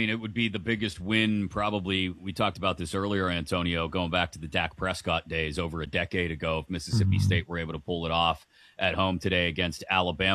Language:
English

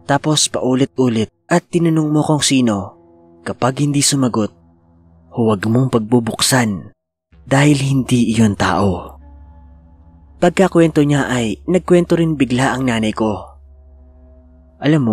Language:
Filipino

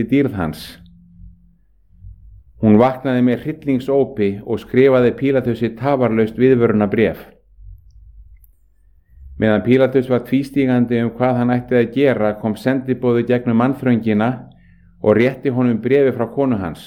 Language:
Icelandic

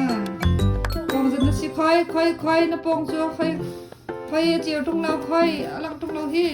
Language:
Hakha Chin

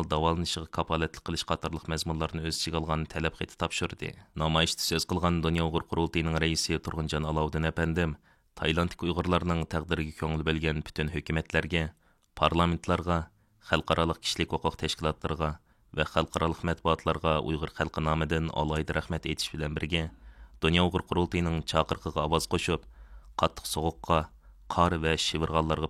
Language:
Uyghur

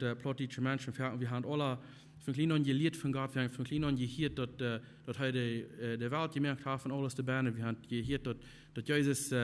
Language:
Plautdietsch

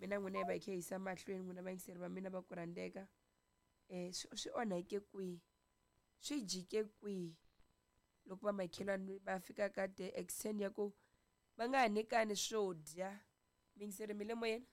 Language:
Tsonga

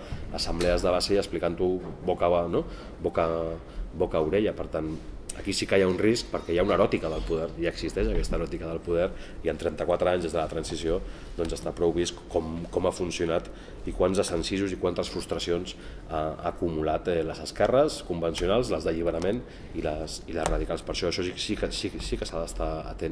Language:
Catalan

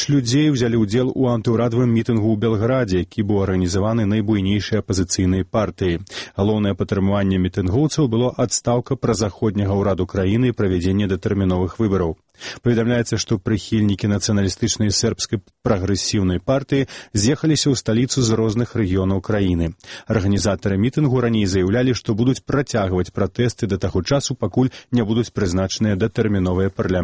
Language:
Belarusian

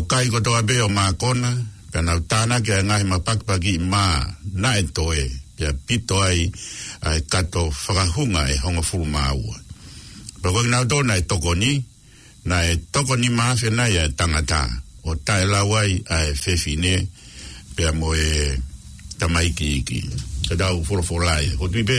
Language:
Tongan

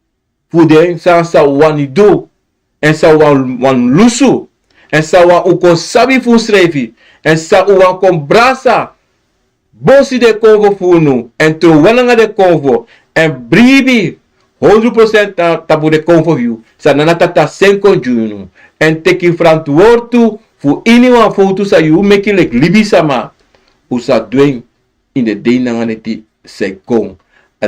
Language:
Sranan Tongo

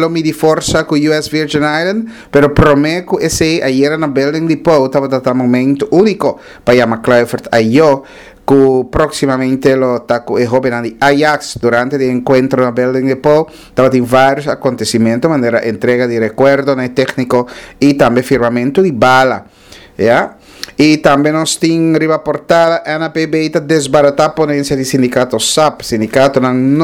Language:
Papiamento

